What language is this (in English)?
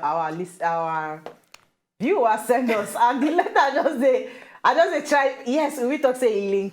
Nigerian Pidgin